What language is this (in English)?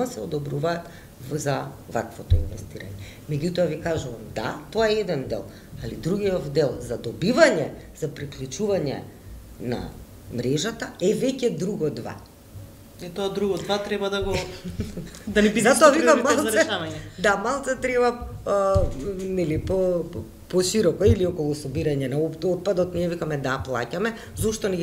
Macedonian